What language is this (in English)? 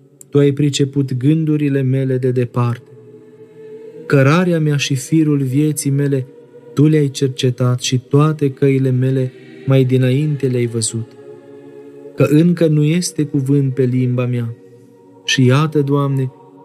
Romanian